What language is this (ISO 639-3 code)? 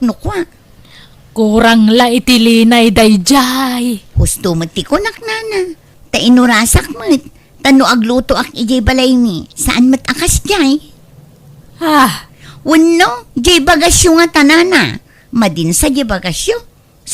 ilo